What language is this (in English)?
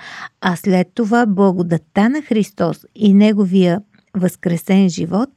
Bulgarian